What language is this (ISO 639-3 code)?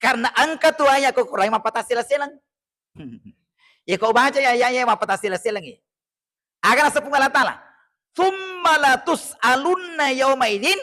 bug